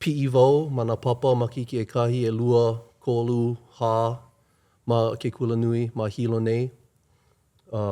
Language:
Hawaiian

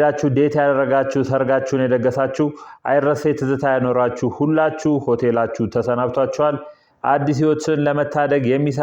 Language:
Amharic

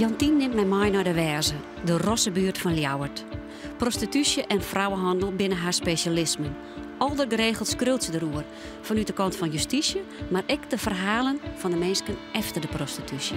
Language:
Western Frisian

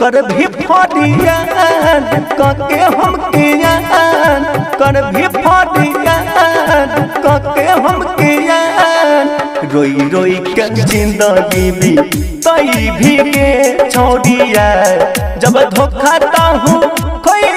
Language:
Bhojpuri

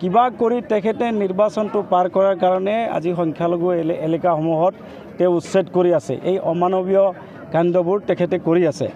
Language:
Assamese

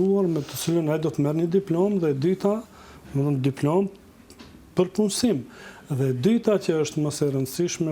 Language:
Albanian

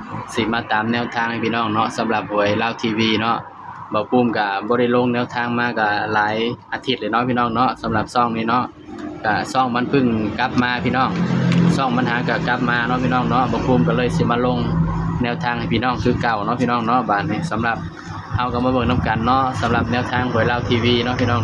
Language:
Northeastern Thai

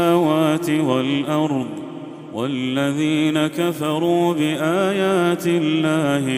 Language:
Arabic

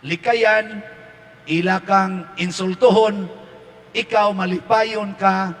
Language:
Cebuano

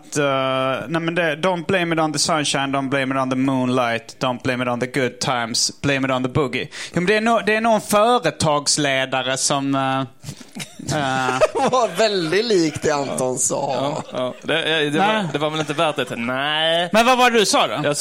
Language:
Swedish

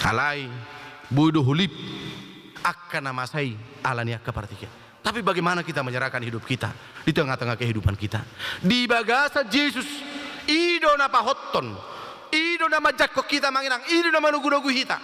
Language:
Batak Toba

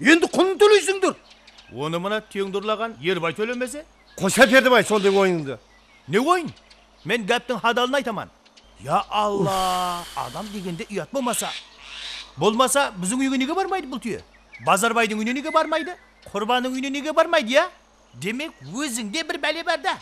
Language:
Kara-Kalpak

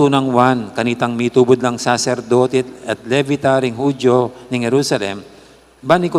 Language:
Pampanga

